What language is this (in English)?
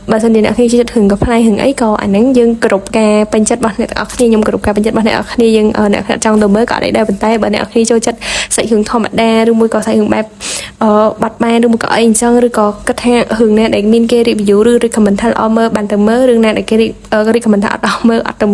Khmer